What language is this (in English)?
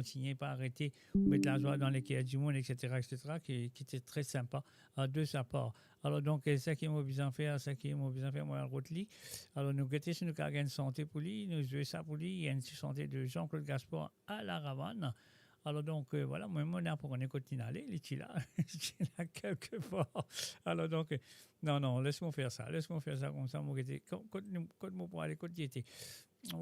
Morisyen